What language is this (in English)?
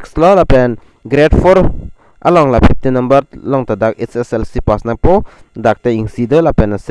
Karbi